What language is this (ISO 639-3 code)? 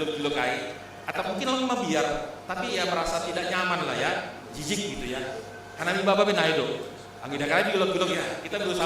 bts